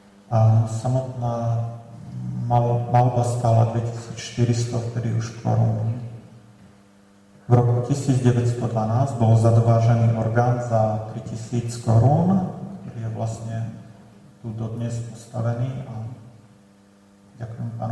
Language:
Slovak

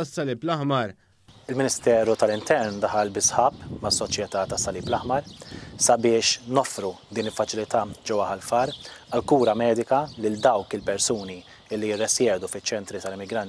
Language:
Maltese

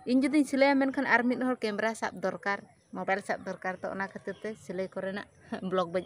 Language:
Santali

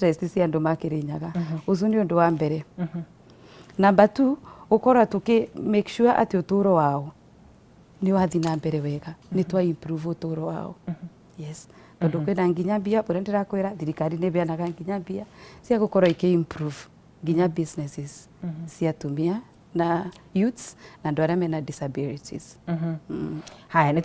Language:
Kikuyu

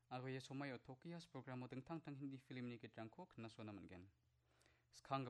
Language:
Garo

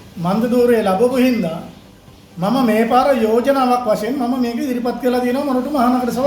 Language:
Sinhala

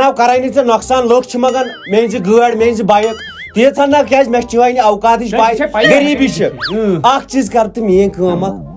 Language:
Kashmiri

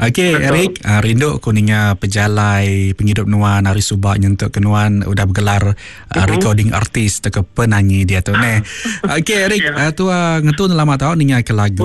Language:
Iban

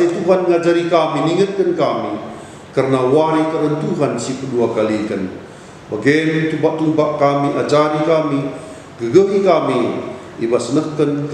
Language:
Batak Karo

